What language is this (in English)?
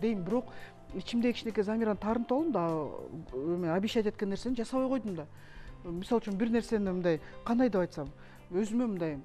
Kyrgyz